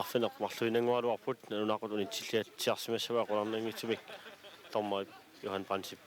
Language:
Kalaallisut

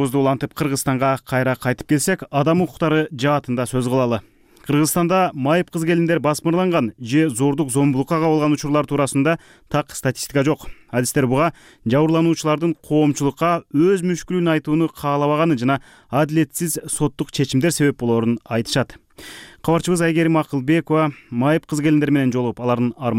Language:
Kyrgyz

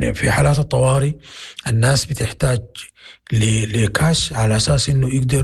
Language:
Sudanese Arabic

